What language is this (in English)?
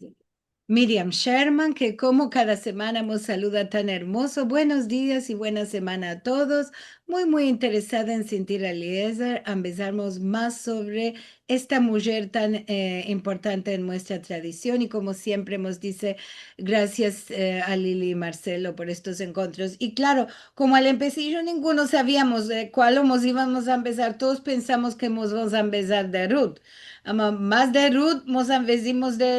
Ladino